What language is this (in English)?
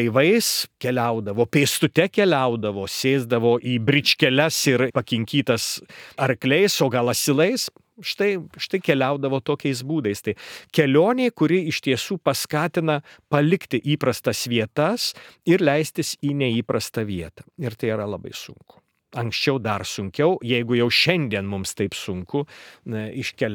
Lithuanian